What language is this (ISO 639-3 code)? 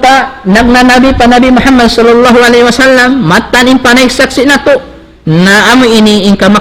tsg